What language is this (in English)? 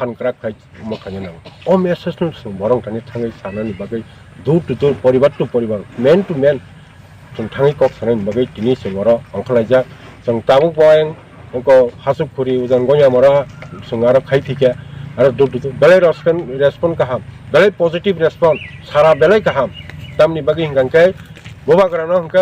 Kok Borok